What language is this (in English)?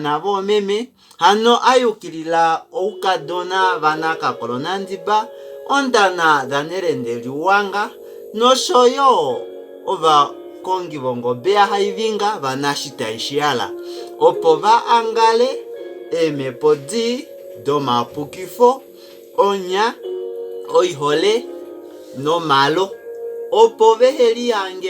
Kuanyama